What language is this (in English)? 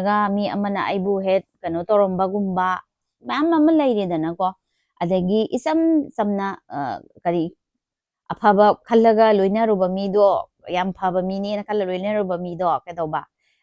Manipuri